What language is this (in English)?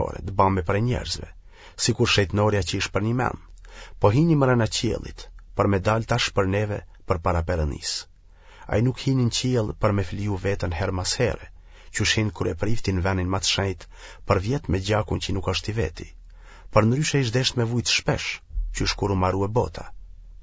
Albanian